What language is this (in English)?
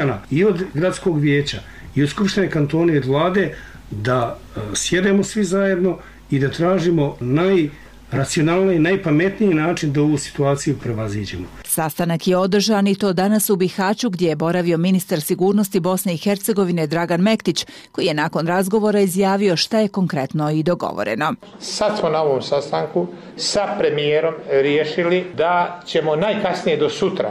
Bosnian